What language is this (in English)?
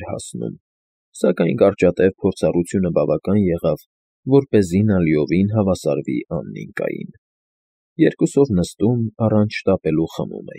Armenian